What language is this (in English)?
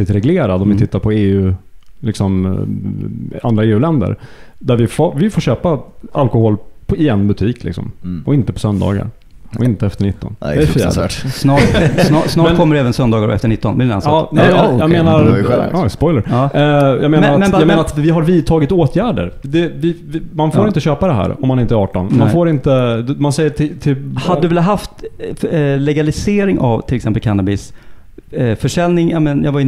Swedish